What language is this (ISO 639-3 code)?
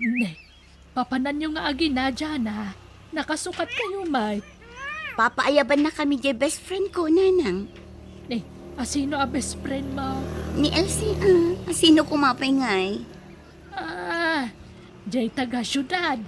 ilo